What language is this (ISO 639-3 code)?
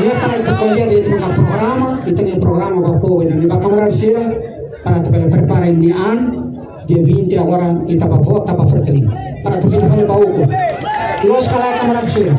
tet